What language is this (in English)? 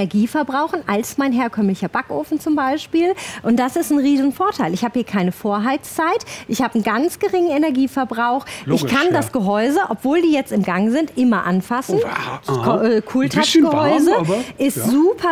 German